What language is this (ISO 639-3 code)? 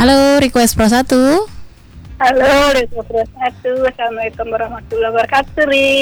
ind